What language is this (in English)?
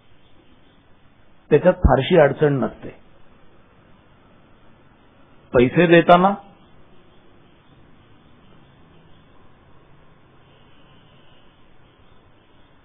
Marathi